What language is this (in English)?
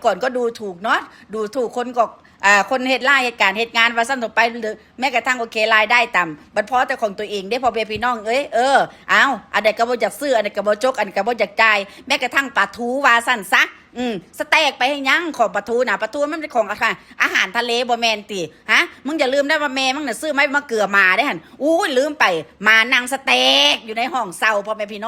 Northeastern Thai